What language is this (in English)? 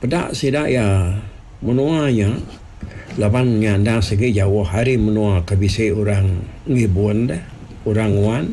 Iban